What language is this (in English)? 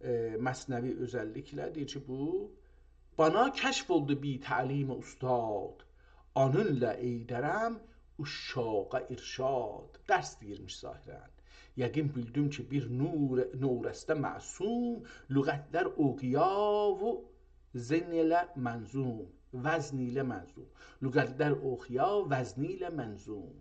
South Azerbaijani